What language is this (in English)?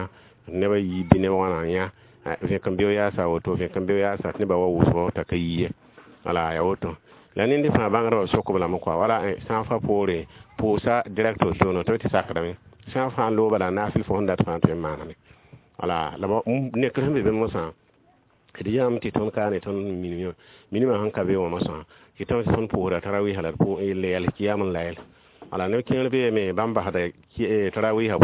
Mossi